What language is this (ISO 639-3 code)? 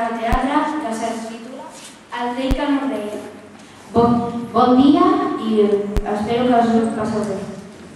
cat